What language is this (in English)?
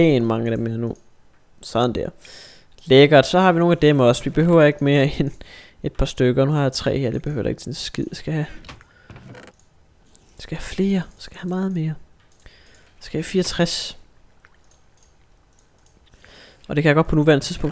Danish